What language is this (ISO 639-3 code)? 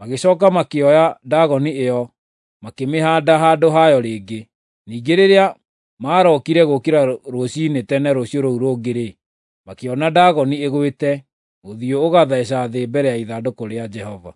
kik